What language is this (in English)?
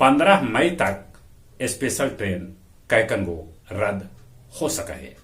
Magahi